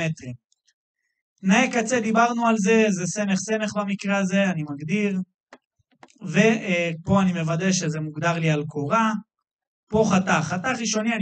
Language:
Hebrew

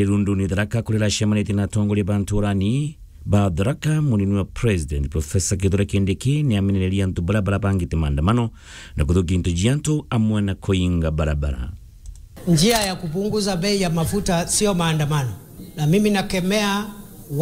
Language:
Meru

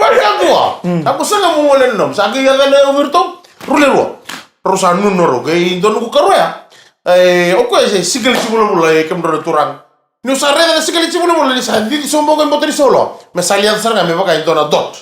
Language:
Fijian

